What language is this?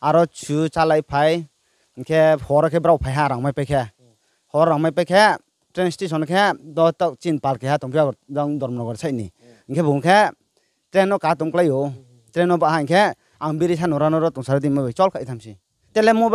Riang (India)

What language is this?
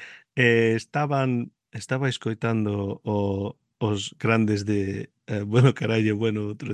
Galician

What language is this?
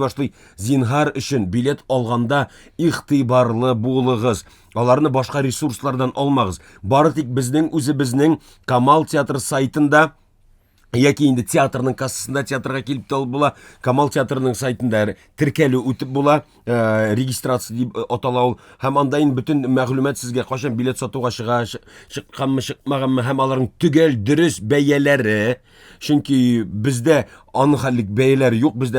Tatar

